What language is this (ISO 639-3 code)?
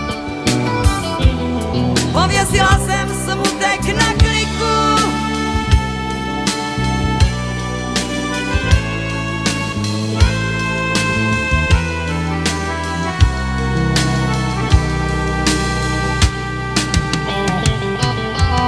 ces